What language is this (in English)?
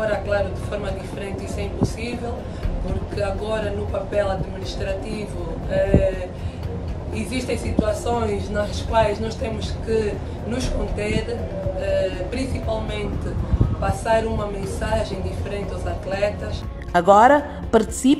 Portuguese